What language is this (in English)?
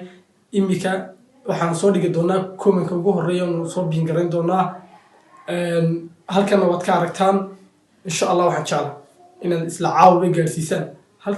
Somali